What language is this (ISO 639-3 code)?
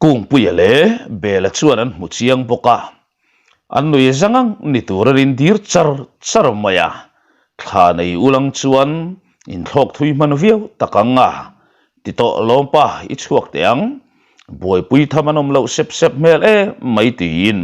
lus